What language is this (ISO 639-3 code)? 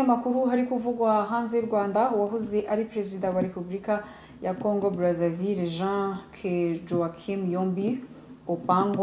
kin